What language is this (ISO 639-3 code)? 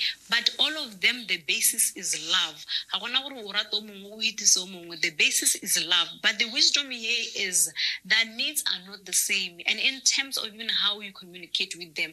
tsn